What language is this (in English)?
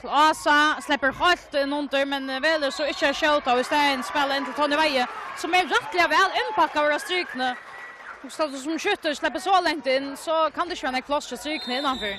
Faroese